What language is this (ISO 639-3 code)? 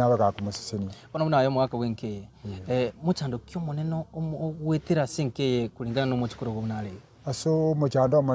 guz